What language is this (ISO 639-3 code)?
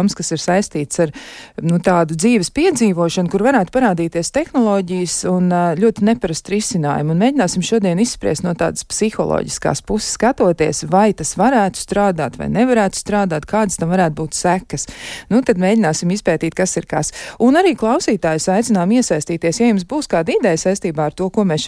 lav